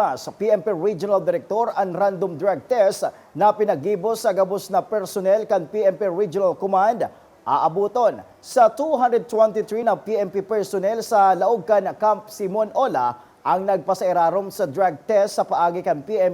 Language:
Bikol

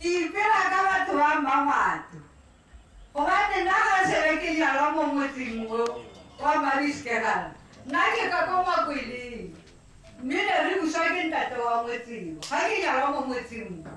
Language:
Tswana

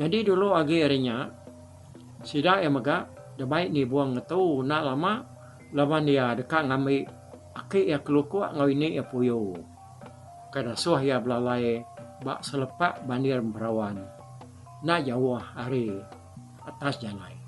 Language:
Iban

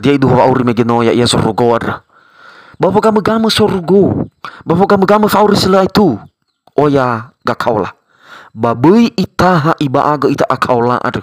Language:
Nias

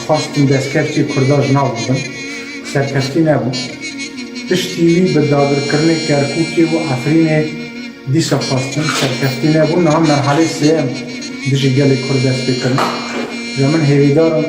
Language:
Kurdish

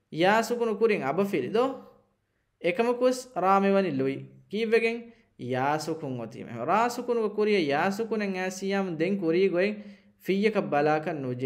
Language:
Divehi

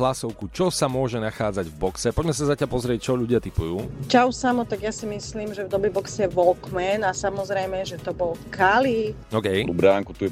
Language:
Slovak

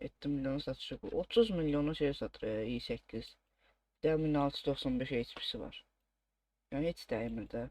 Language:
Azerbaijani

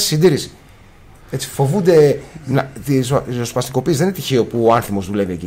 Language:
Greek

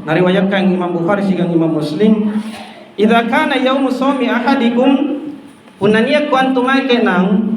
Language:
Makasar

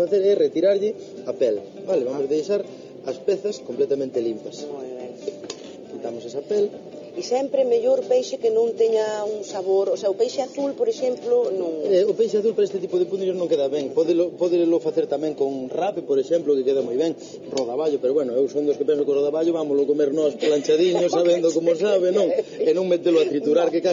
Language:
Galician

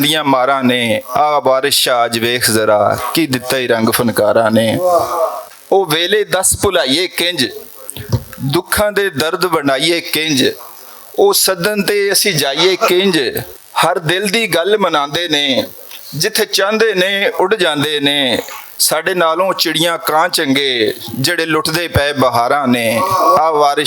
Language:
Western Panjabi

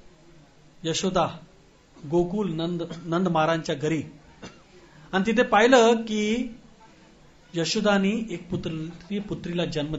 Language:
Marathi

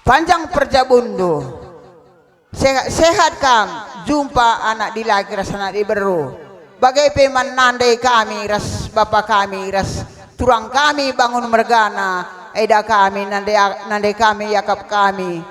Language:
Batak Karo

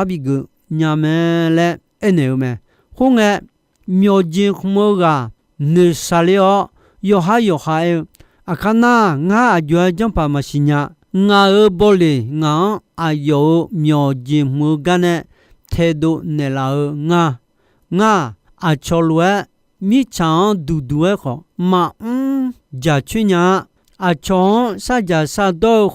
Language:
Akha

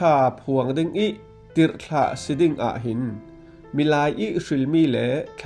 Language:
Falam Chin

